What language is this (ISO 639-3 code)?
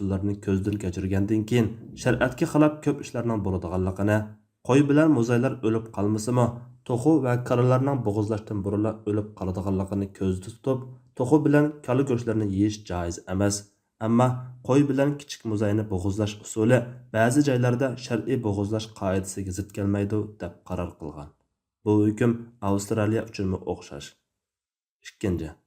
uig